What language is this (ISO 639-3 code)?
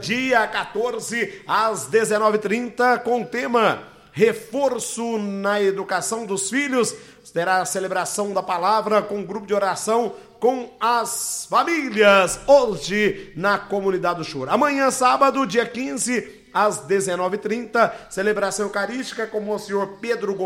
por